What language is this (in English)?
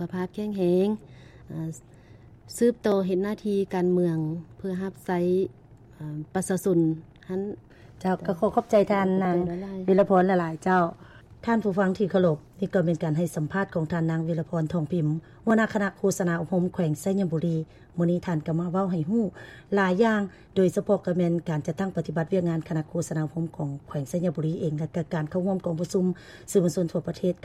Lao